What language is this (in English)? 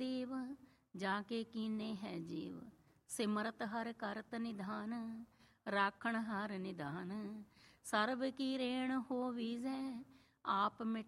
Punjabi